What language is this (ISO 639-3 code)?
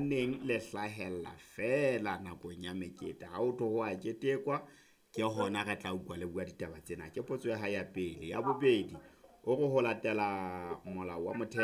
sot